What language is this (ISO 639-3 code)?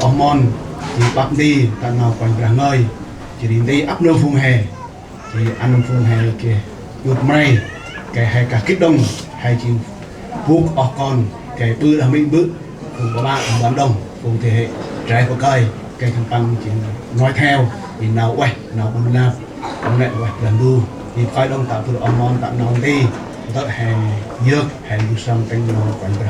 cmo